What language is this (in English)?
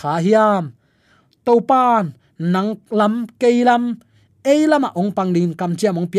Tedim Chin